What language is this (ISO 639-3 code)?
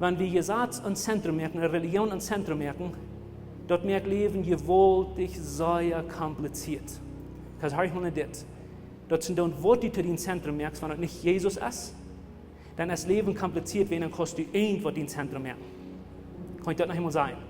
pdt